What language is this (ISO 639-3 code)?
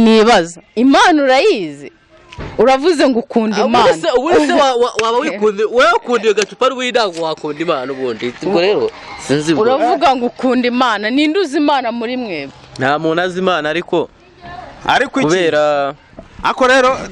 kin